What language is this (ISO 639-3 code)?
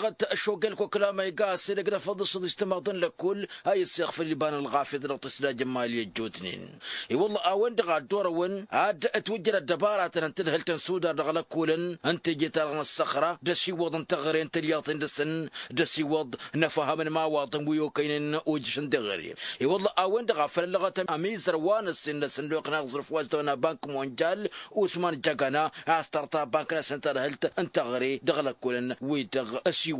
taq